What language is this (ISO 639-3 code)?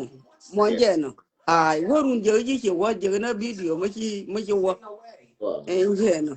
nus